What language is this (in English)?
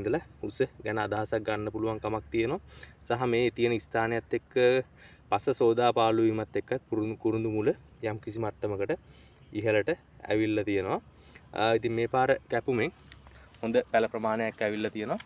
Sinhala